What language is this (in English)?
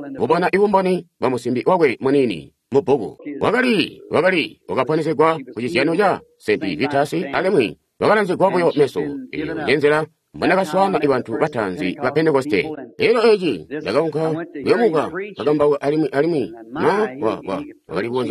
Tonga (Zambia)